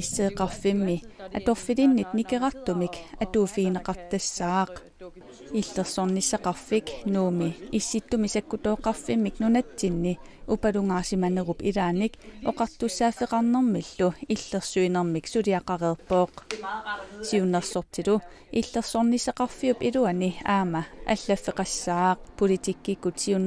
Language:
Kalaallisut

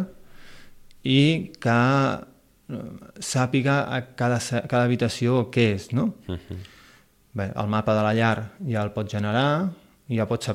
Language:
Catalan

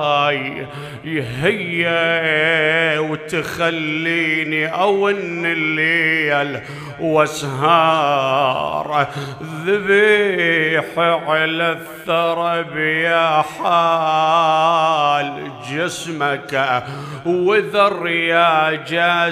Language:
Mesopotamian Arabic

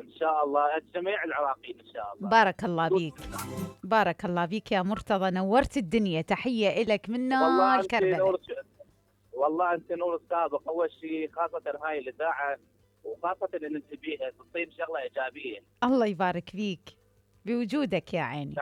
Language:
Mesopotamian Arabic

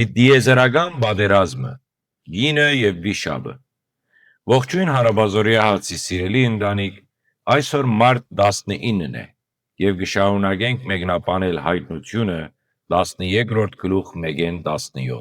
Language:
Western Armenian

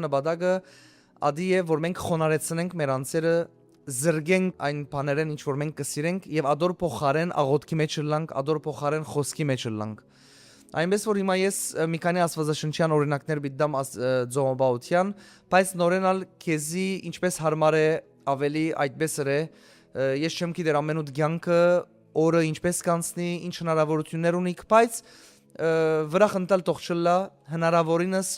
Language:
Western Armenian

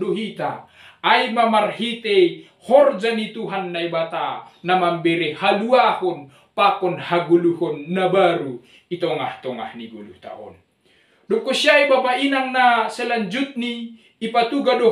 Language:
Batak Simalungun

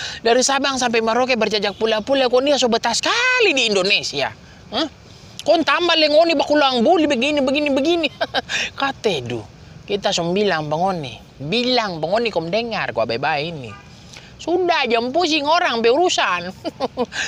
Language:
Manado Malay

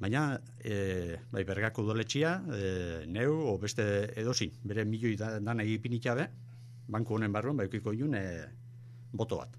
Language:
Basque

